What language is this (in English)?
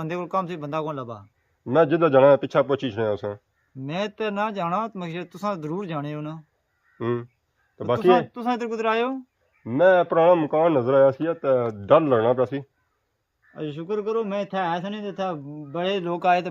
Pahari-Potwari